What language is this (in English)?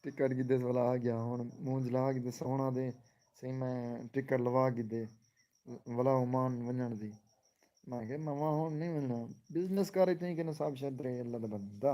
Saraiki